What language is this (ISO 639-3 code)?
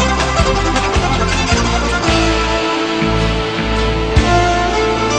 mal